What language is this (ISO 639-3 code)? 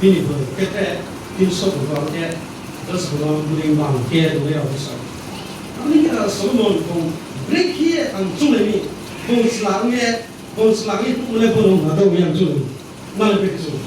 ria